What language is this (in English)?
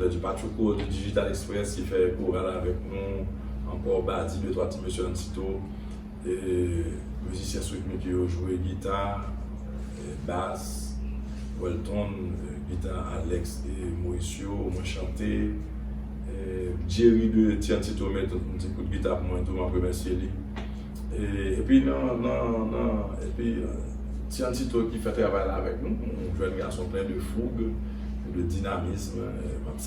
Haitian Creole